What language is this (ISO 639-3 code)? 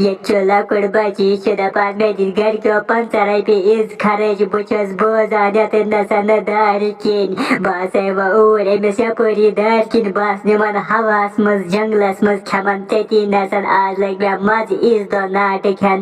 kas